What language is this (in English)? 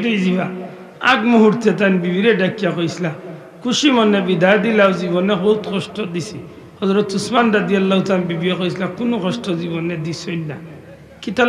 Sylheti